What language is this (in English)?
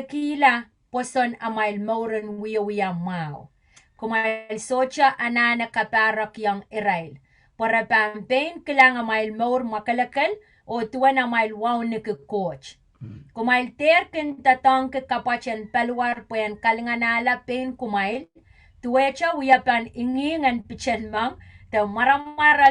Pohnpeian